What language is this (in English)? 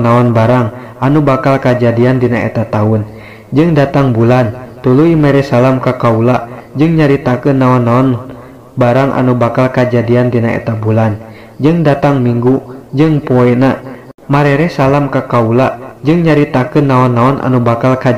Sundanese